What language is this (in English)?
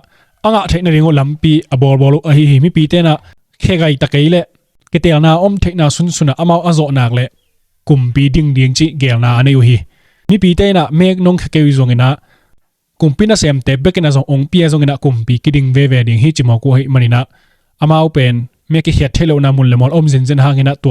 Tedim Chin